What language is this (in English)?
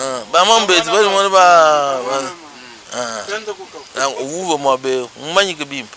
Luba-Lulua